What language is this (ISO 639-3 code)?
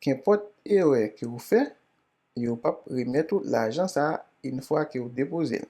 hat